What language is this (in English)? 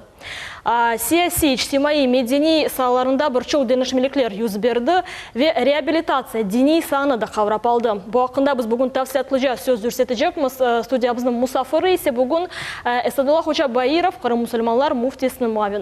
Crimean Tatar